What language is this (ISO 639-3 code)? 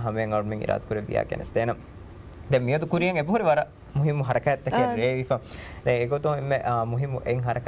div